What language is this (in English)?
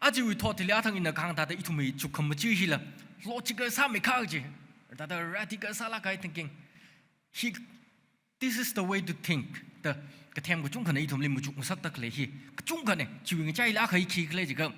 Tangkhul Naga (India)